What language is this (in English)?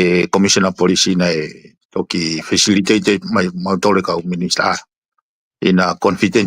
Tongan